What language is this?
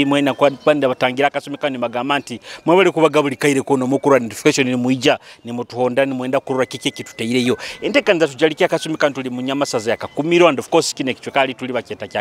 Nyoro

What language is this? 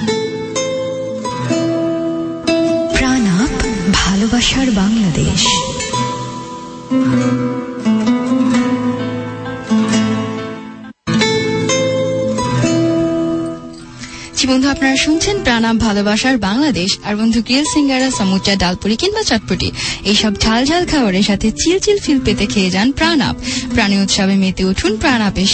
Bangla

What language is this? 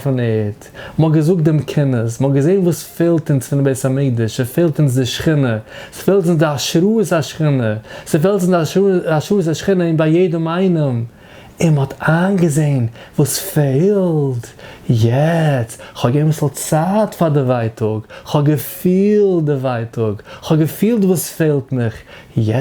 Yiddish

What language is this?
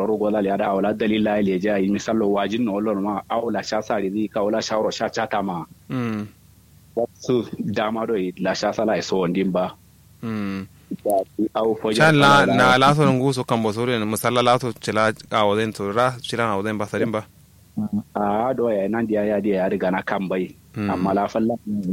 Kanuri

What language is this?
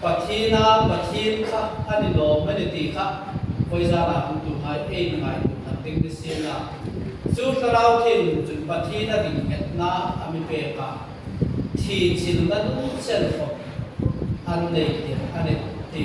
Hmar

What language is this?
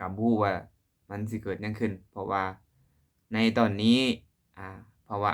Lao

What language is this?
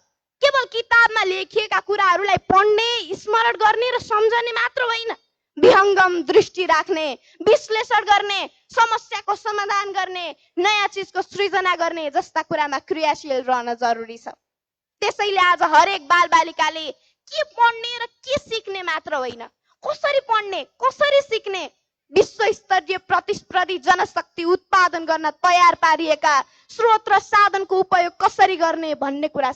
Nepali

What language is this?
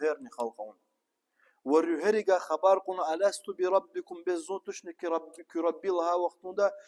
Lezghian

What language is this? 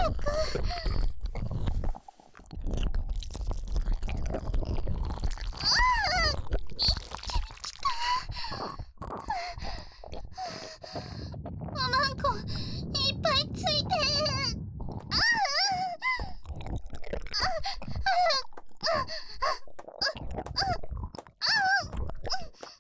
Japanese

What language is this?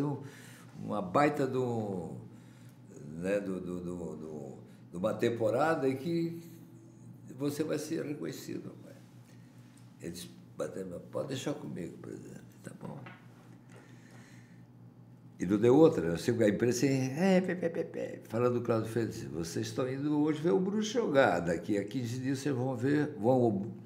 Portuguese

